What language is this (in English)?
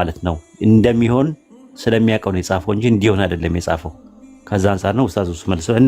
Amharic